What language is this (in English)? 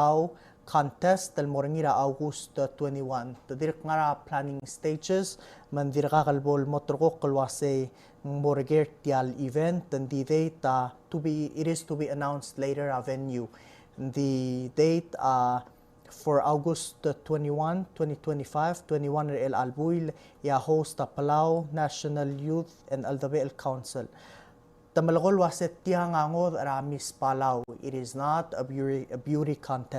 Palauan